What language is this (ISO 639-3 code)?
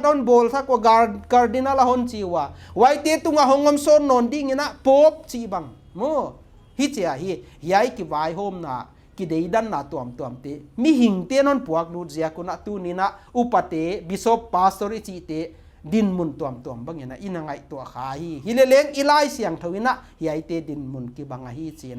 pck